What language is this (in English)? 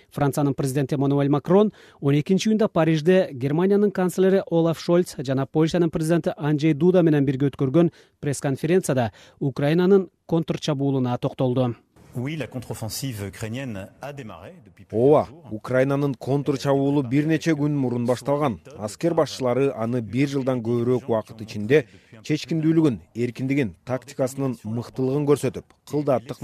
Kyrgyz